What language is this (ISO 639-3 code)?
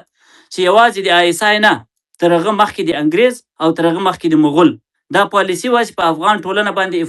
pus